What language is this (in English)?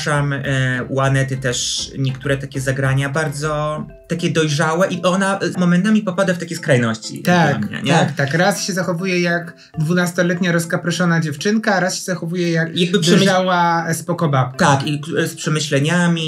Polish